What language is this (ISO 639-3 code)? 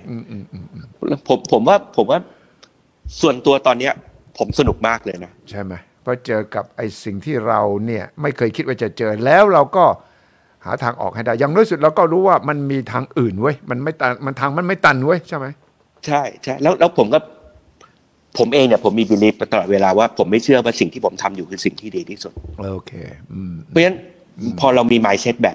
tha